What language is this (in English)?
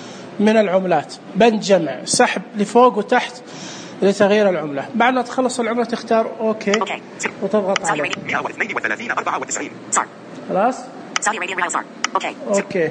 Najdi Arabic